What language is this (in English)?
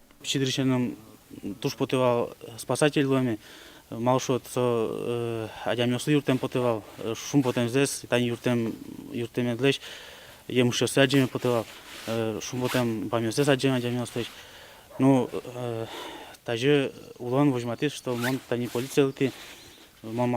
Udmurt